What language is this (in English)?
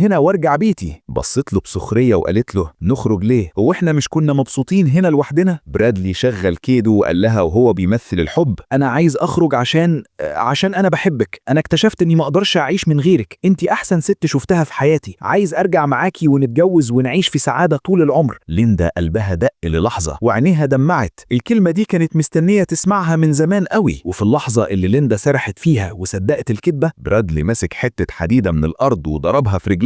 Egyptian Arabic